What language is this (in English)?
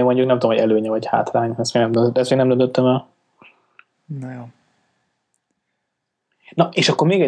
Hungarian